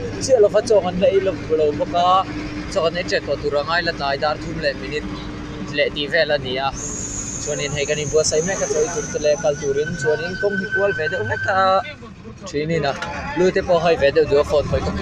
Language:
Mizo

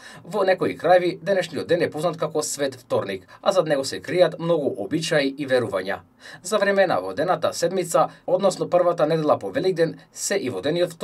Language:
Macedonian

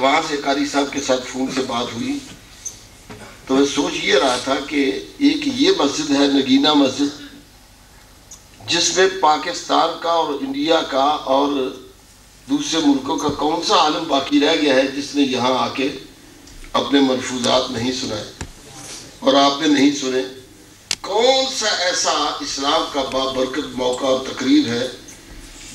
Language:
Urdu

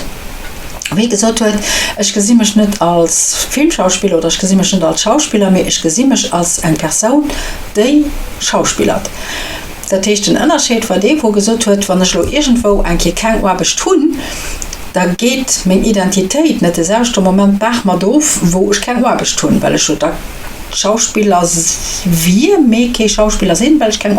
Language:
Luxembourgish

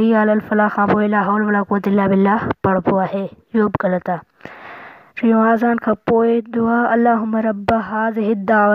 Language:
Sindhi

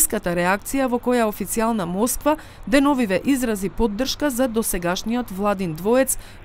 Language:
Macedonian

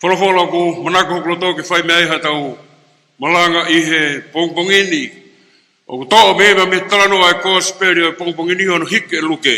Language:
Tongan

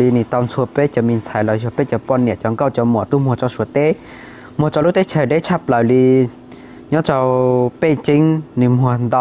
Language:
Hmong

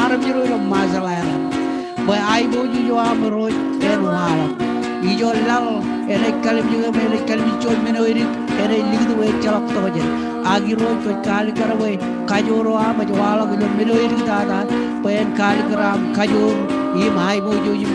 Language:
Marshallese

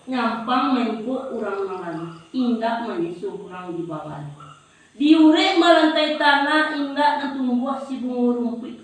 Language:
Minangkabau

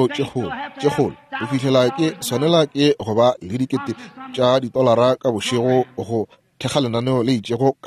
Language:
Northern Sotho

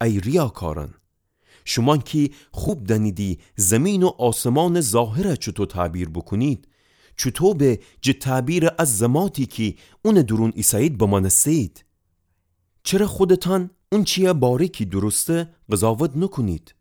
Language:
Gilaki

